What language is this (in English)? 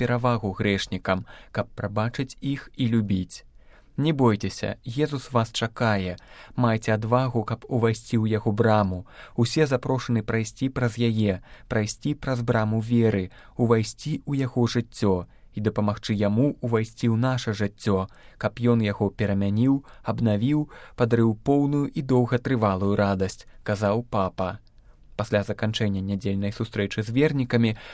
Belarusian